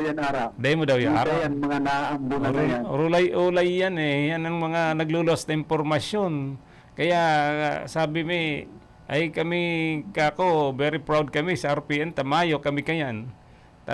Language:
Bikol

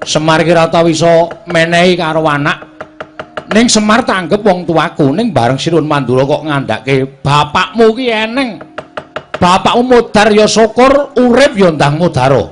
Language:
Javanese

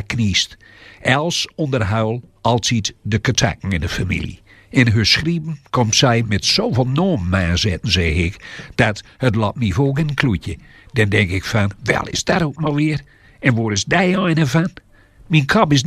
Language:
Gronings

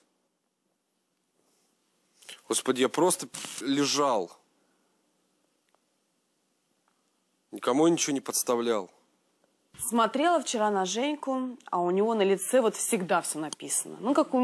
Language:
Russian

